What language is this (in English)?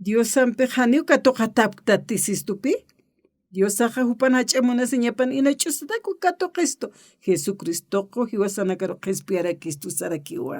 Aymara